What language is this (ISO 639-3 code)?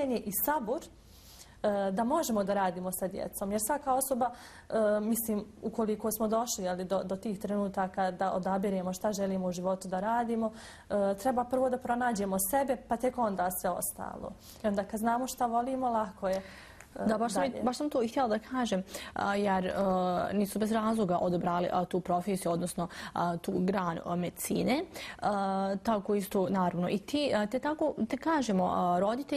bos